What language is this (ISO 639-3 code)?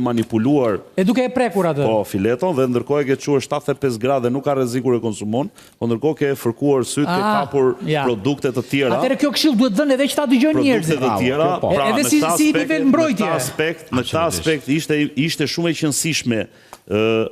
sqi